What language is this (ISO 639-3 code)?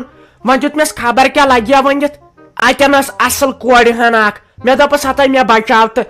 kas